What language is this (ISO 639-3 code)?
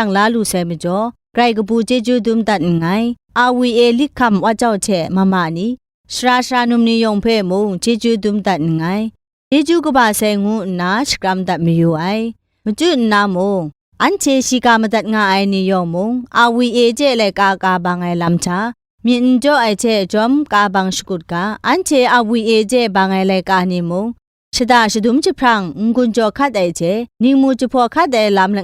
kac